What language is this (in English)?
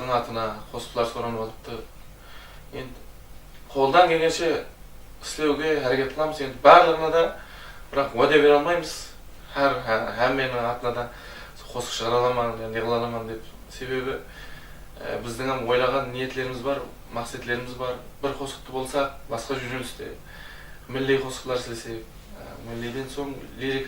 Kara-Kalpak